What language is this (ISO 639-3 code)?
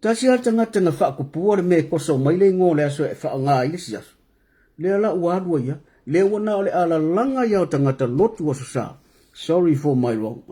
smo